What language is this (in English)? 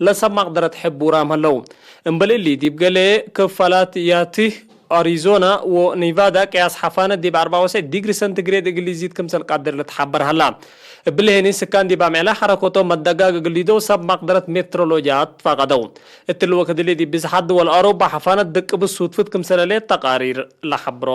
Tigre